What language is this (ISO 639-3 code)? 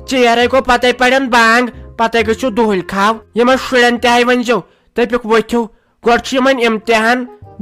kas